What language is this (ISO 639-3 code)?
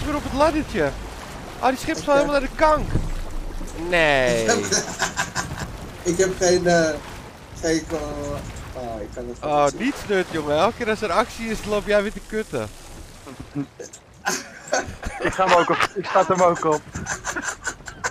nld